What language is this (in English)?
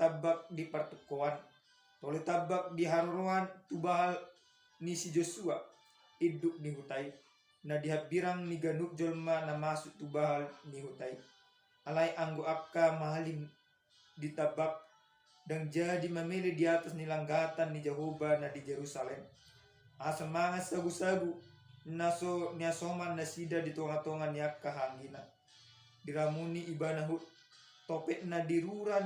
Batak Toba